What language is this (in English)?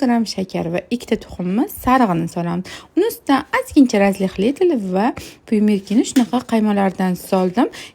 Uzbek